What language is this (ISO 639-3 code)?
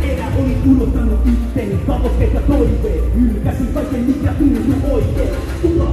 fin